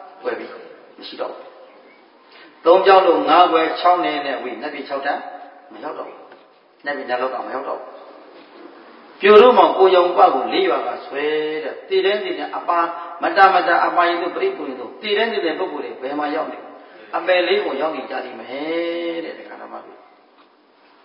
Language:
Burmese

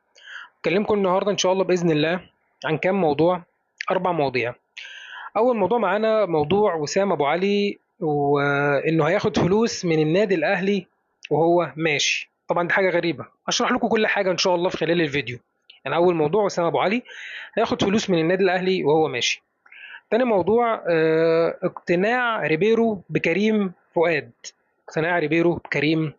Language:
Egyptian Arabic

